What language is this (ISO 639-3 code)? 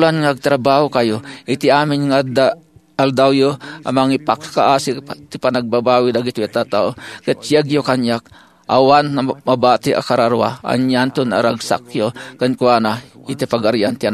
ilo